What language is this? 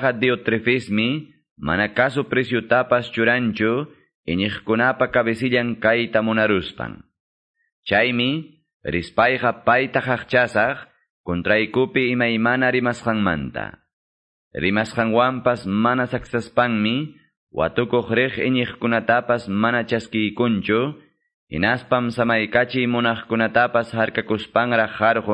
Quechua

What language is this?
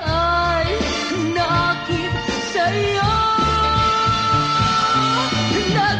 Filipino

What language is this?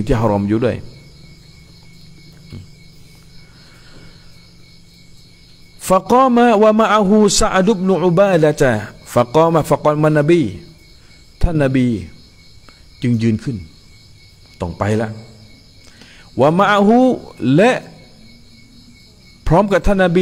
Thai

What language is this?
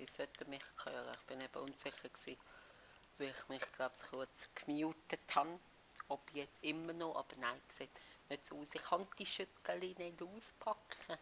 Swiss German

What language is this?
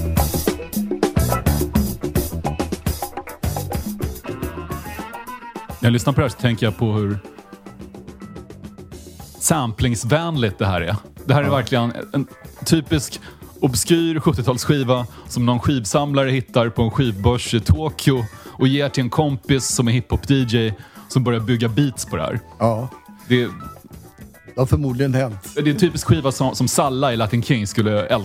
Swedish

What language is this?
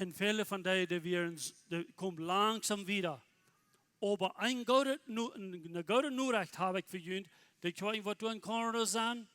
Plautdietsch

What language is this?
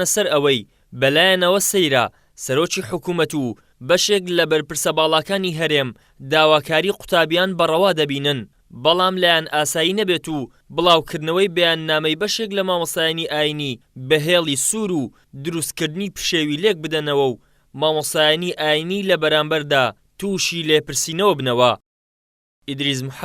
Central Kurdish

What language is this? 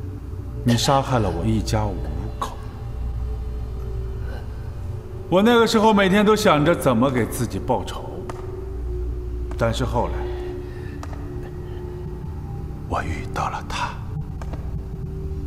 Chinese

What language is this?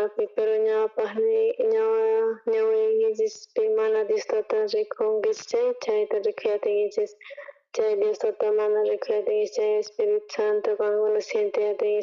South Bolivian Quechua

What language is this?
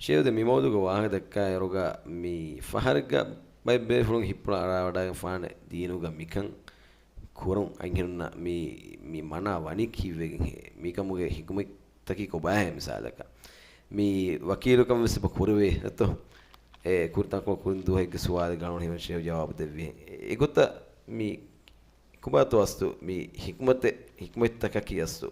Divehi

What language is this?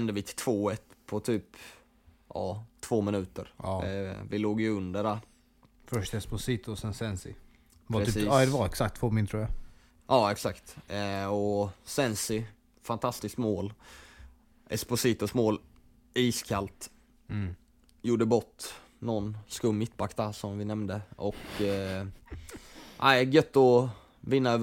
Swedish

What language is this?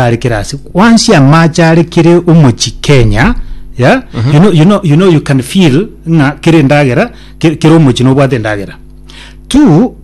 Gusii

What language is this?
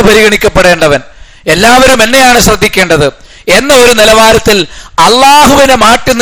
Malayalam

